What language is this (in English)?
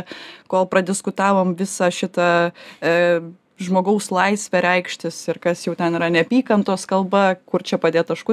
Lithuanian